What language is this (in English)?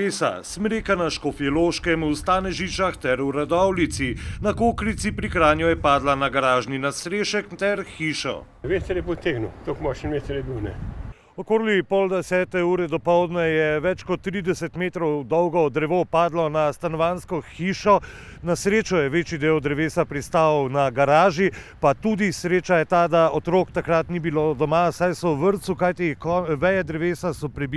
Slovenian